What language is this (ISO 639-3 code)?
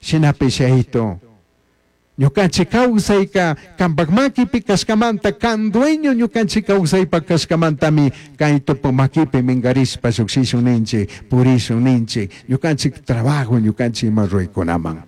qug